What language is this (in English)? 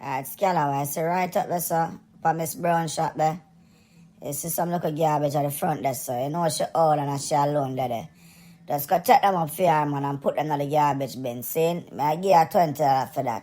Jamaican Creole English